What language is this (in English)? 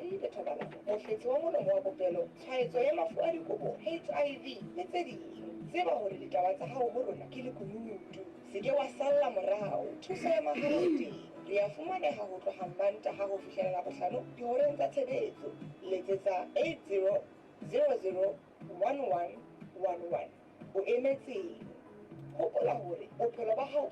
Southern Sotho